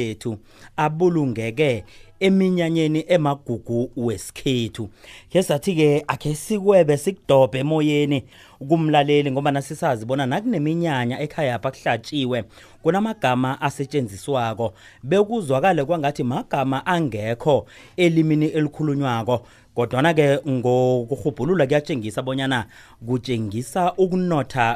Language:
South Ndebele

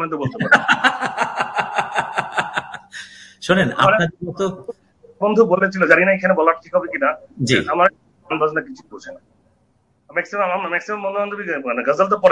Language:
Bangla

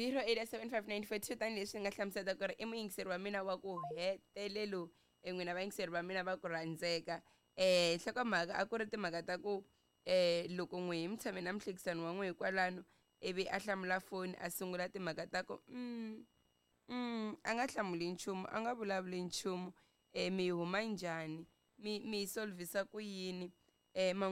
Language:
Tsonga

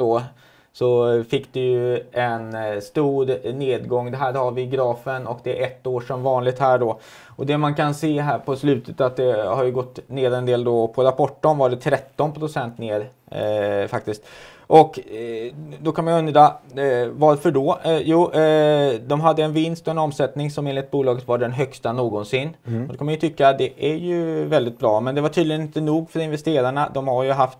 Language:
Swedish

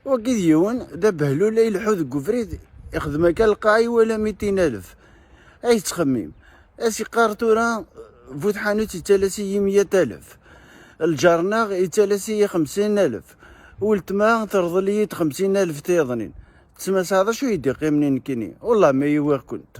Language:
Kabyle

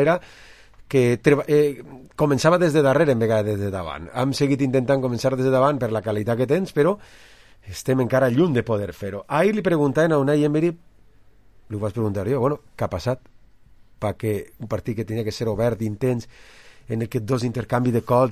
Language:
Catalan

